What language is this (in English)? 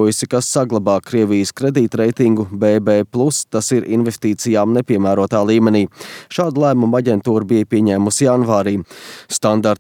Latvian